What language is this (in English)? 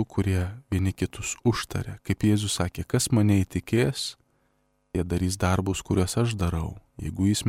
Lithuanian